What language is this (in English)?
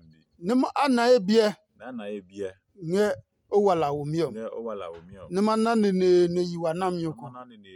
Adangme